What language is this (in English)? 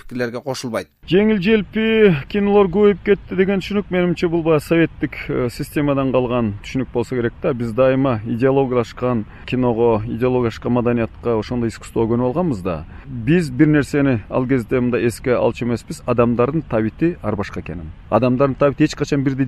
Kyrgyz